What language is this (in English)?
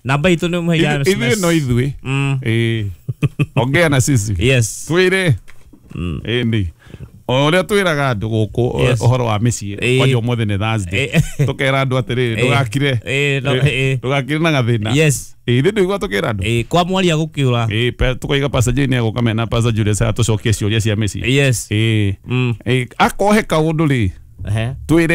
Kikuyu